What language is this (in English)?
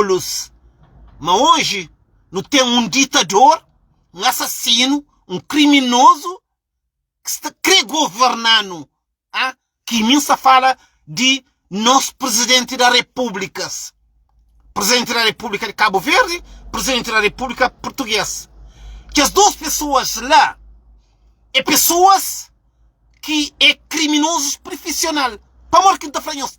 Kabuverdianu